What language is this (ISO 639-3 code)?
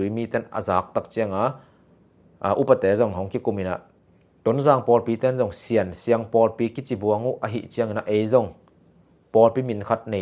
ctd